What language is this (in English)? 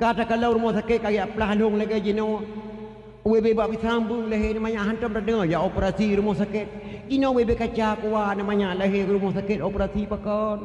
Achinese